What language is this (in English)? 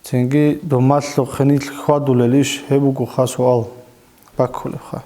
Avaric